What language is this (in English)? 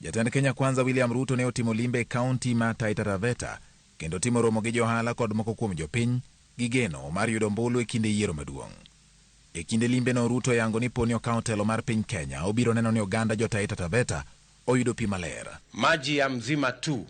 Luo (Kenya and Tanzania)